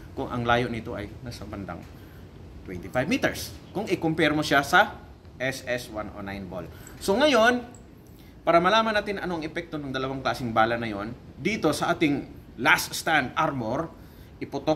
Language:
Filipino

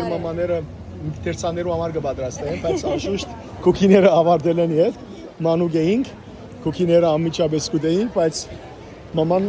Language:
Western Armenian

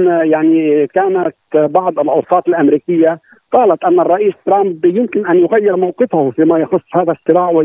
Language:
Arabic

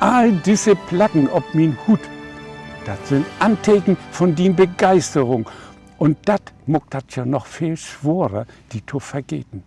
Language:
Low German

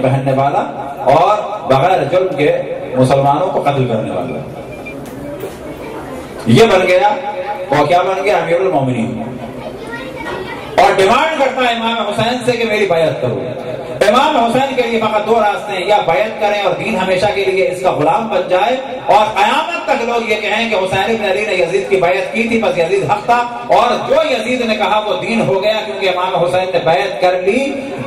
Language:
Urdu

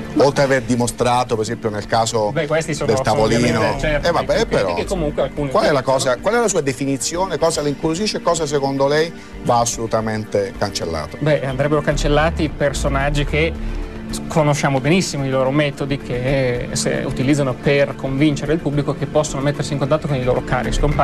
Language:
Italian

